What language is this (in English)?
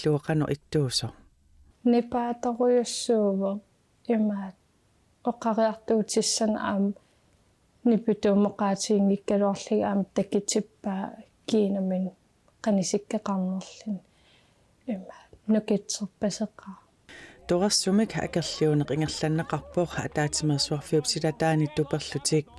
Kalaallisut